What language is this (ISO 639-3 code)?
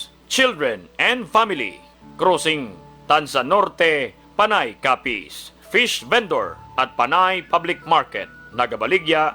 hil